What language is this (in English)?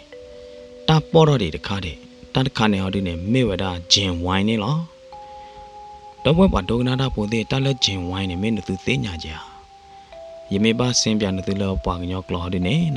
S'gaw Karen